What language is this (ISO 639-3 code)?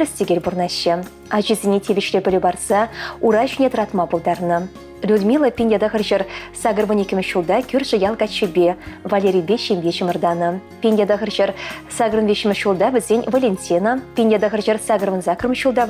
chv